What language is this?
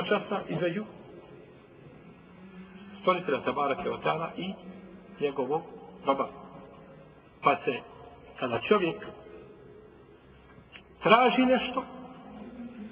Bosnian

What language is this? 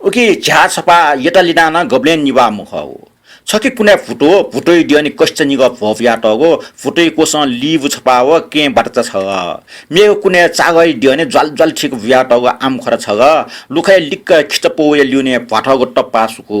Newari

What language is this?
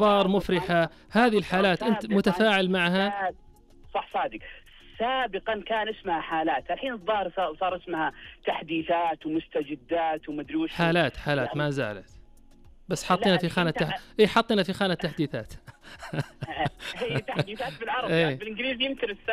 Najdi Arabic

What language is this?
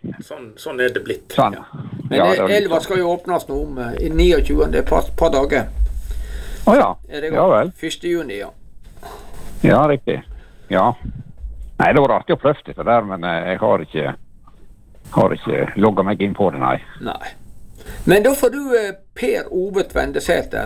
Norwegian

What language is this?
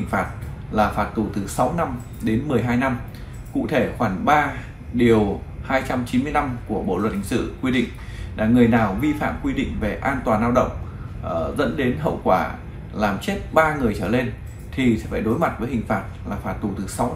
Vietnamese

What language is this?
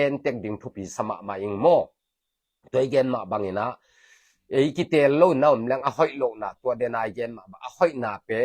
Tedim Chin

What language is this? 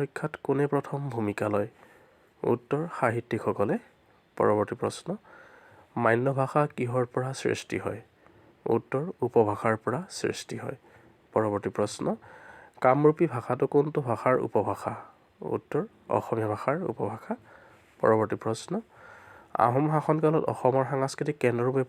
Assamese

